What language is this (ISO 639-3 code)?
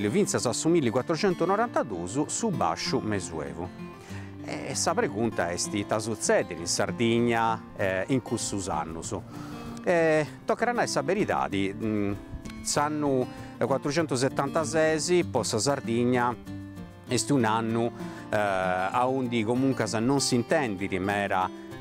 srd